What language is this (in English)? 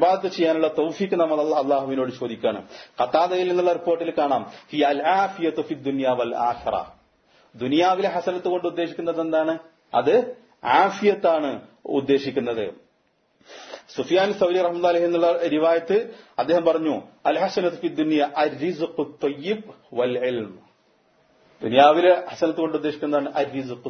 Malayalam